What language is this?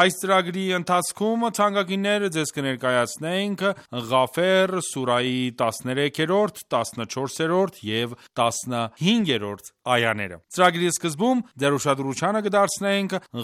Armenian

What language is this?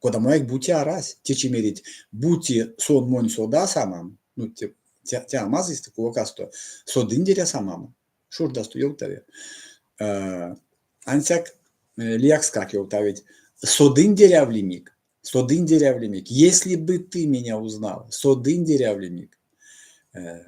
Erzya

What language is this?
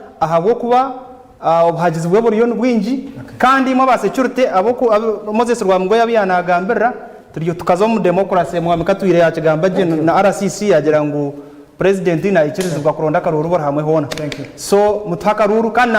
Nyankole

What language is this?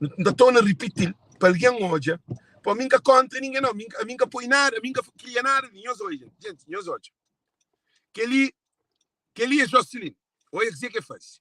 Kabuverdianu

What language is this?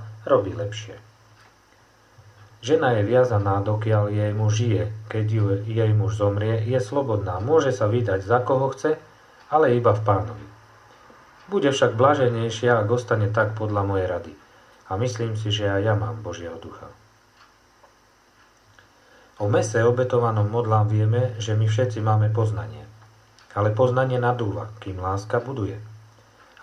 Slovak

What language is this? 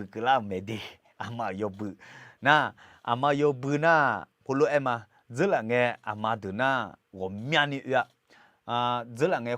Akha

